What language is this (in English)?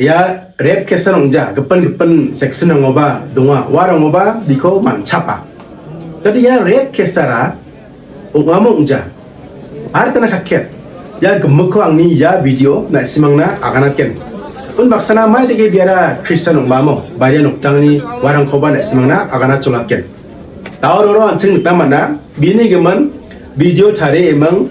Garo